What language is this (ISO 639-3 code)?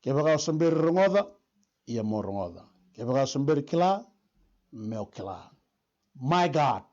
fij